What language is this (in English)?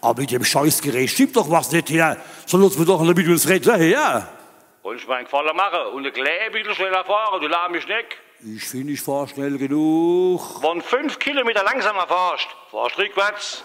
Palatine German